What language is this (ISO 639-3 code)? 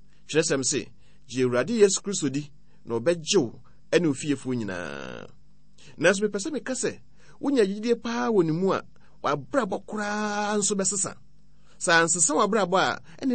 aka